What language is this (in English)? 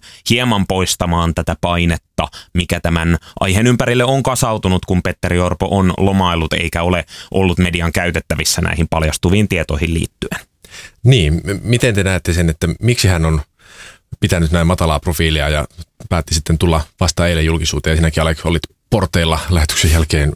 Finnish